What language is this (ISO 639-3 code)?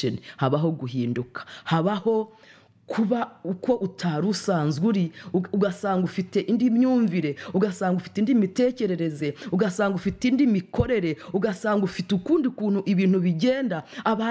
kin